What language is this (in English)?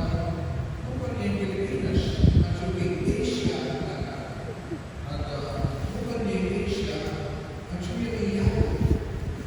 Pampanga